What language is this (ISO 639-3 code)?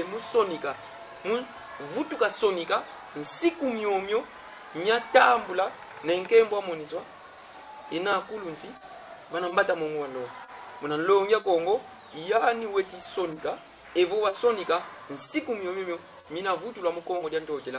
kon